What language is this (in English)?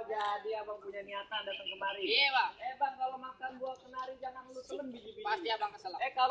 Betawi